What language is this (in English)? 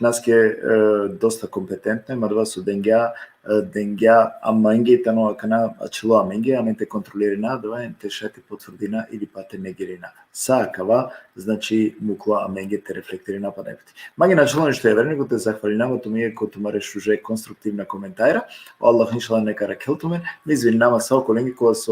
Balkan Romani